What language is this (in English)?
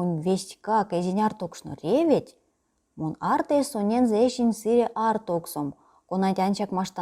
Erzya